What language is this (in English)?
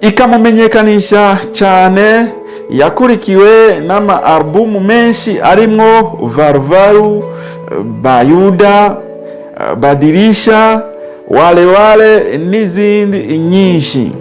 Rundi